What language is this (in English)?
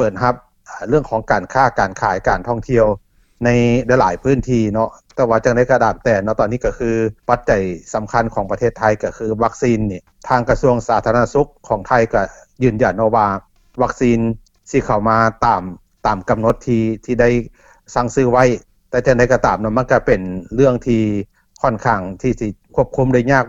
Lao